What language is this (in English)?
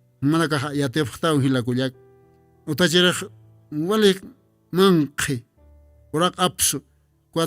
Aymara